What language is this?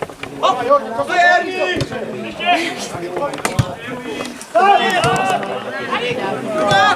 Hungarian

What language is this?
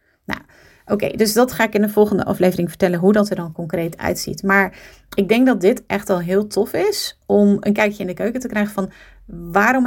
Dutch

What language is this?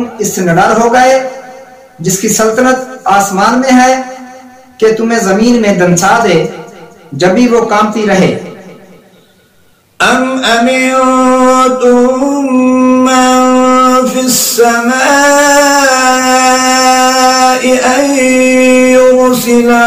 Urdu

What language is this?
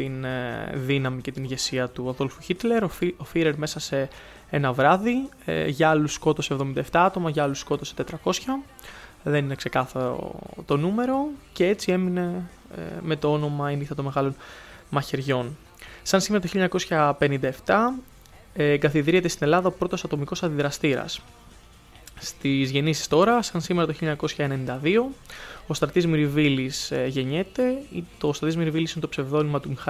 Greek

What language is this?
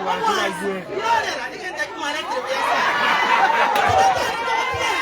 Gusii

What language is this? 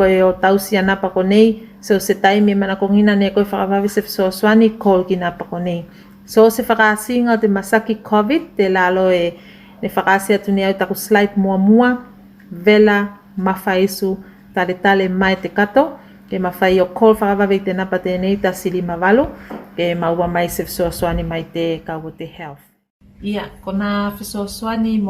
Tuvalu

